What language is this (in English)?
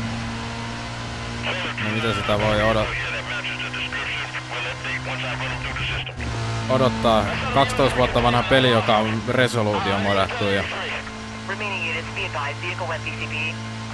Finnish